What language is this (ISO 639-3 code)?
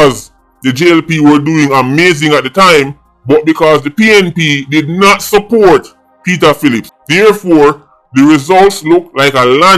jam